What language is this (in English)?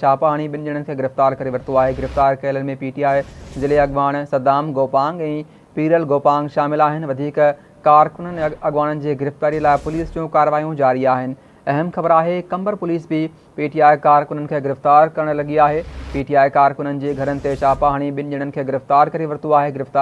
Sindhi